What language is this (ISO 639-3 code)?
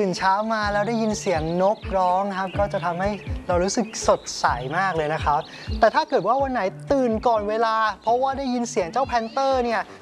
tha